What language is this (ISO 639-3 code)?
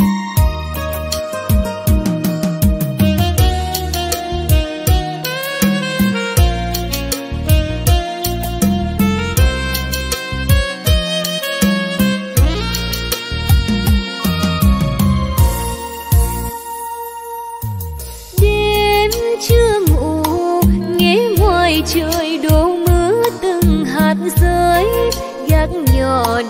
vie